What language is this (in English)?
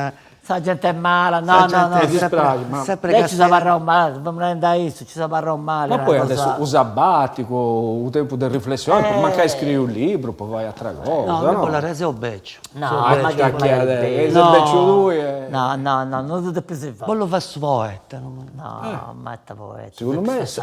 Sardinian